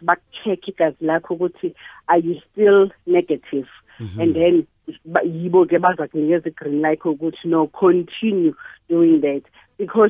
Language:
South Ndebele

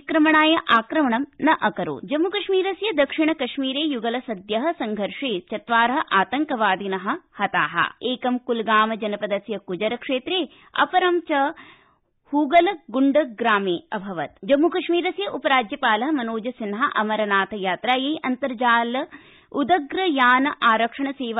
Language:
Sanskrit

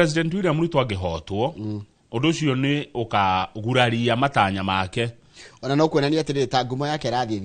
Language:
Kikuyu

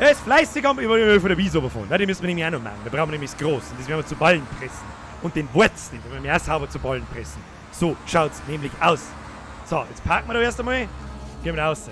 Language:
Bavarian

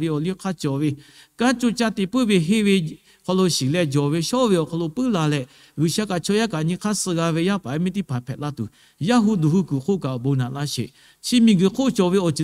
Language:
Lahu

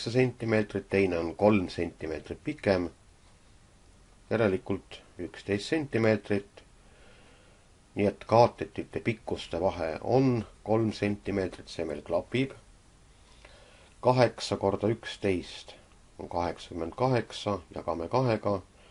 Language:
Estonian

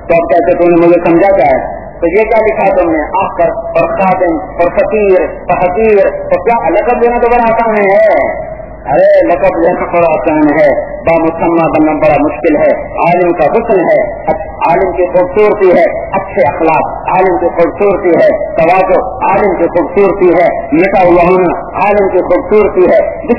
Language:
Urdu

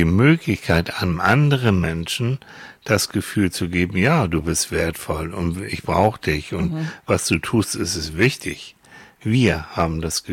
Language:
German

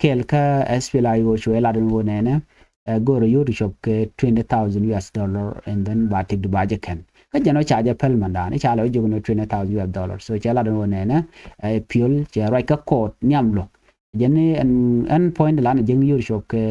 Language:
Nuer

